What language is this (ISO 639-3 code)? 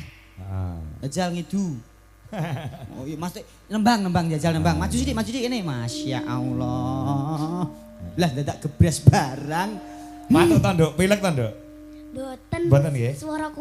jav